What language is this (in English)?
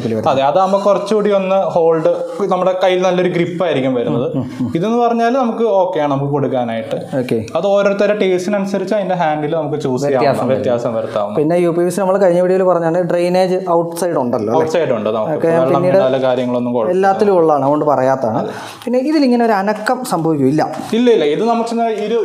Malayalam